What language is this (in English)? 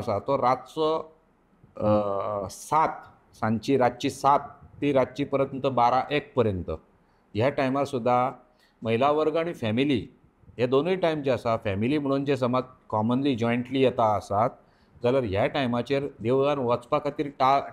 Konkani